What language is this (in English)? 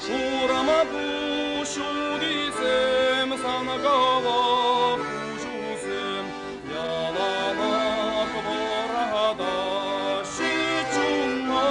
Chuvash